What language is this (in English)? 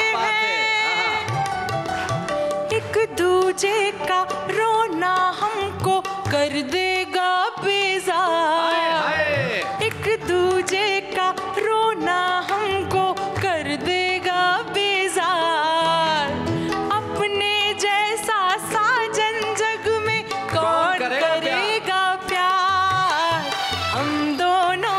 Hindi